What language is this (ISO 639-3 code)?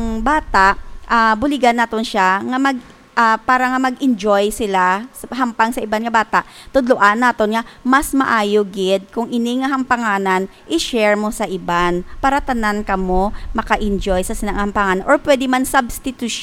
hil